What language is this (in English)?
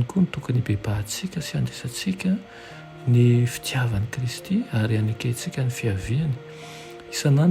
Malagasy